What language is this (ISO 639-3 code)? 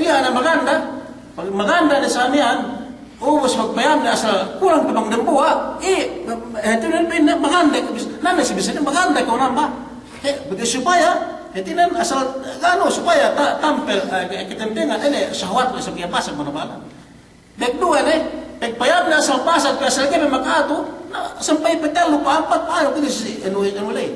yka